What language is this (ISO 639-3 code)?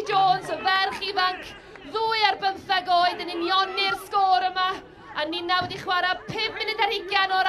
cym